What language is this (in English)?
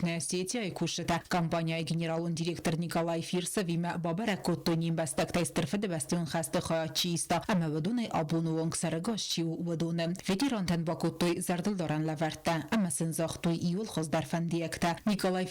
Ossetic